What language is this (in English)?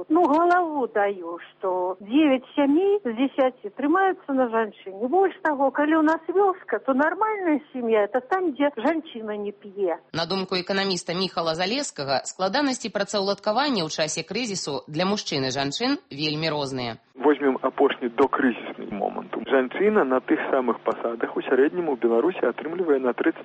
Belarusian